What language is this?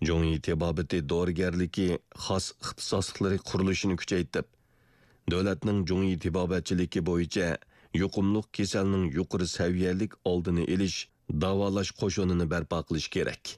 Uyghur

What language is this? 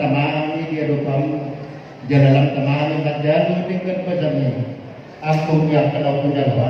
Batak Toba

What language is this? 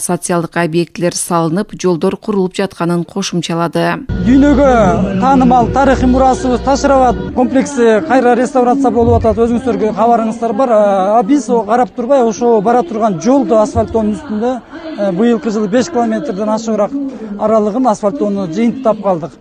Kyrgyz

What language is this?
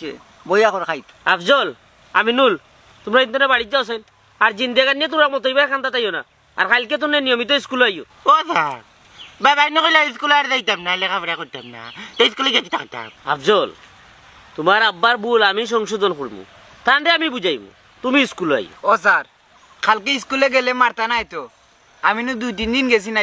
Sylheti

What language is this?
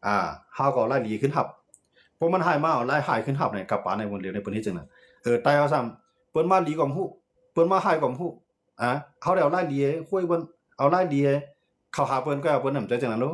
Shan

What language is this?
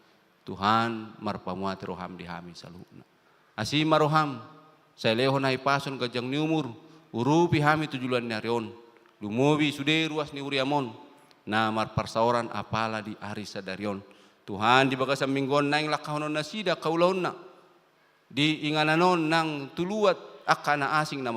Batak Toba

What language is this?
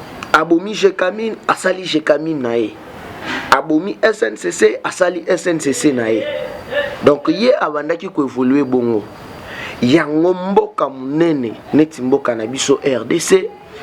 Lingala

